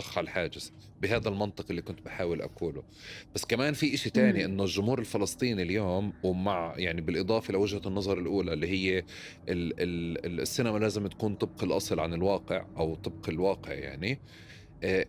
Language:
North Levantine Arabic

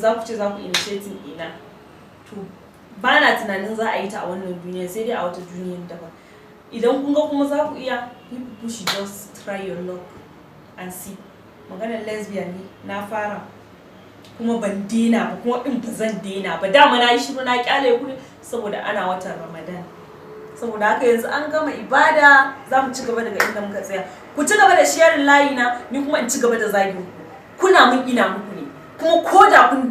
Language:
Hausa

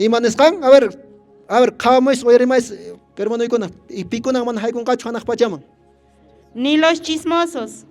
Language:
Quechua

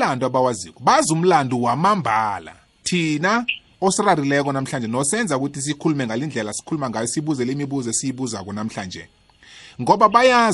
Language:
South Ndebele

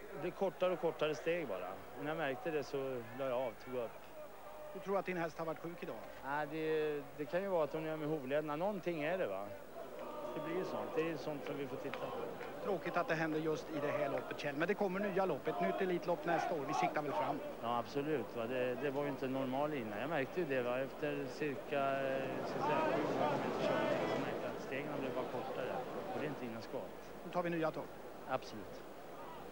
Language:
Swedish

